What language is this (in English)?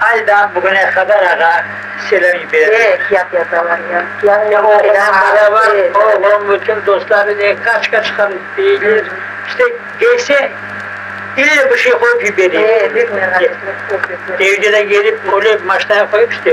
Crimean Tatar